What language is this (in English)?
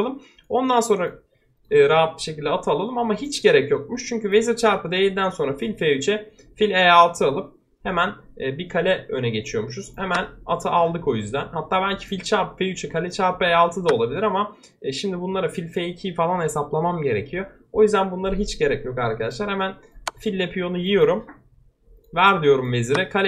Turkish